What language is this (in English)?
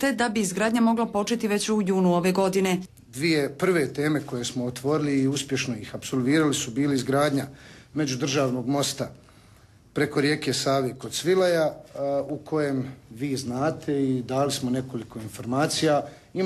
Bosnian